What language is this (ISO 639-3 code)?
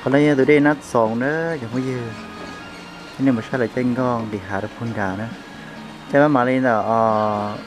hmn